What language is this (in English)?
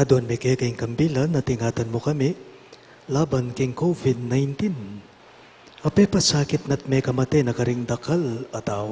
Pampanga